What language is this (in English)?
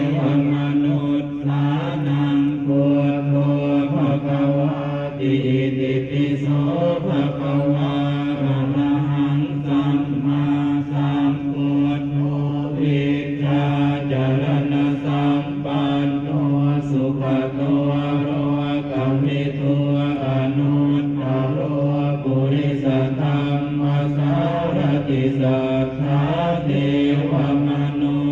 Pali